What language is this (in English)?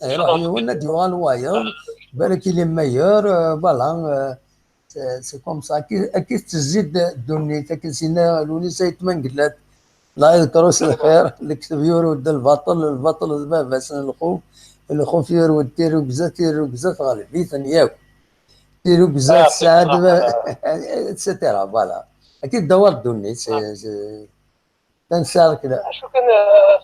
Kabyle